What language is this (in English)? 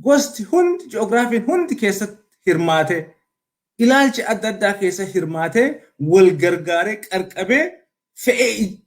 Oromo